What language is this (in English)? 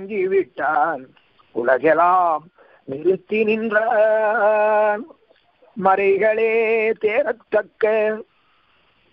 Tamil